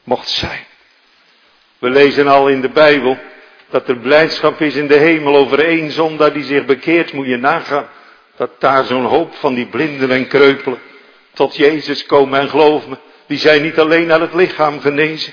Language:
Dutch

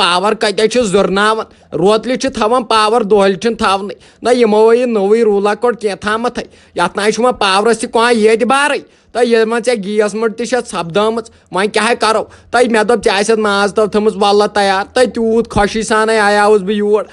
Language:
Kashmiri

